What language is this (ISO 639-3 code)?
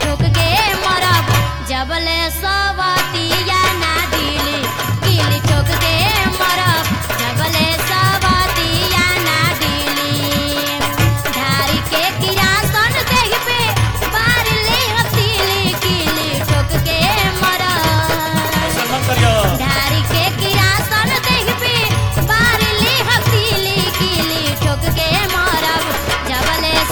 bho